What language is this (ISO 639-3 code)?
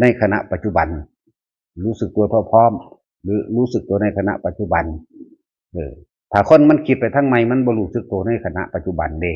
tts